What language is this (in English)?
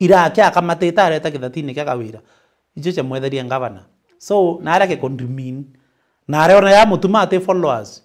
Meru